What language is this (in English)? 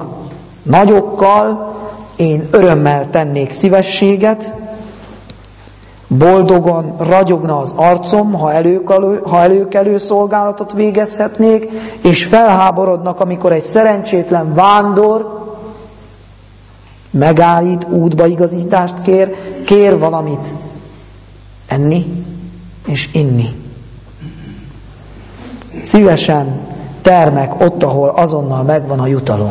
Hungarian